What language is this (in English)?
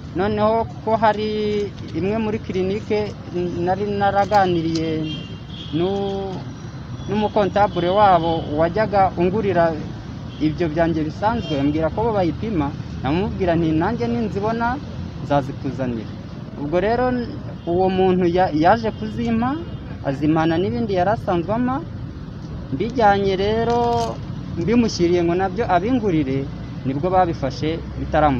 Kinyarwanda